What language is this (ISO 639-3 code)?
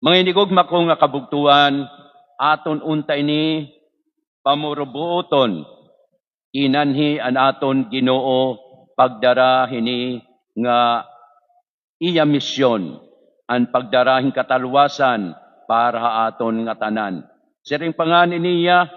war